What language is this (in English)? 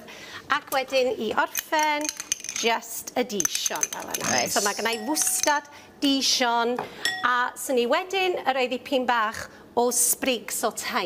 Welsh